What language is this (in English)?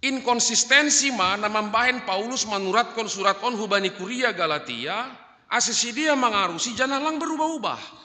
Batak Simalungun